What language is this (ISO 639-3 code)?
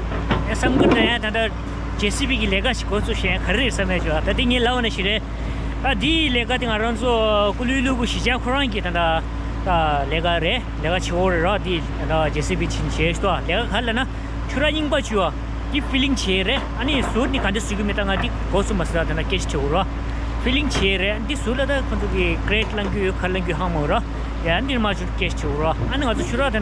bod